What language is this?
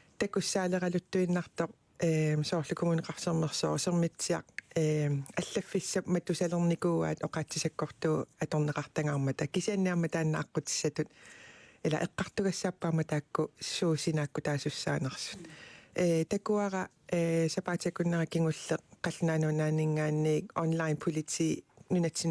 Kalaallisut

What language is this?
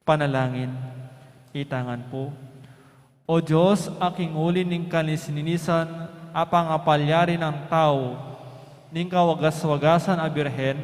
Pampanga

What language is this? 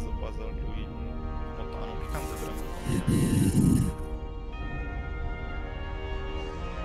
Romanian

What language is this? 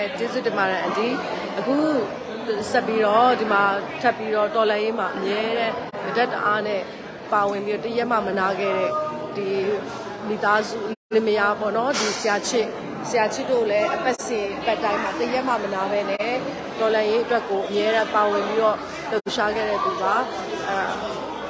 Burmese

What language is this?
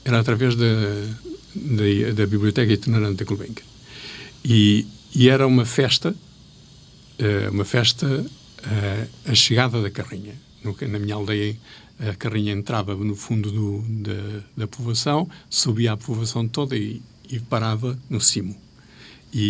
Portuguese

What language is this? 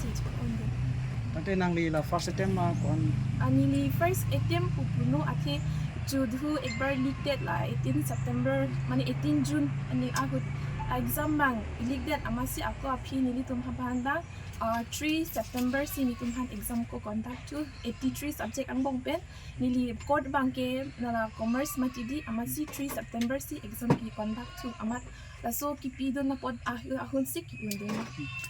Karbi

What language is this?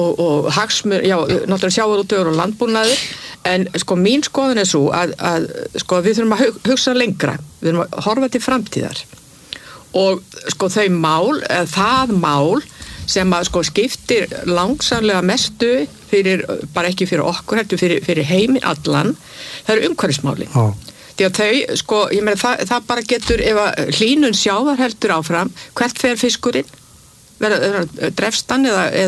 Icelandic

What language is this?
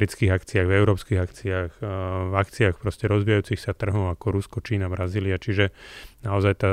Slovak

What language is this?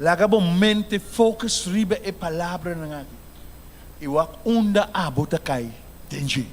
Papiamento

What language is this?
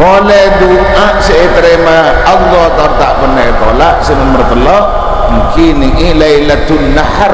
Madurese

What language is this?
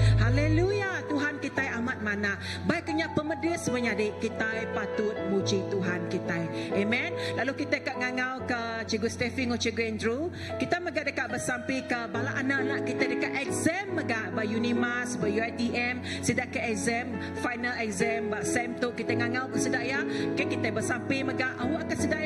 Iban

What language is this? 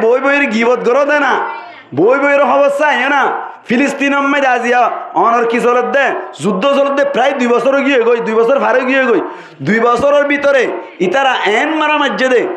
Rohingya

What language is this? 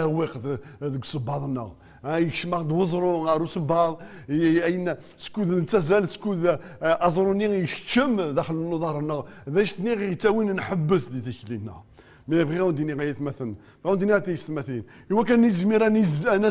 Kabyle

